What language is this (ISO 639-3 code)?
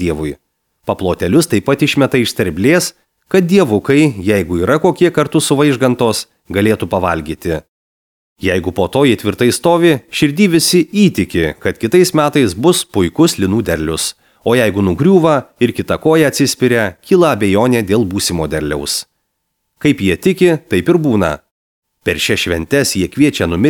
lit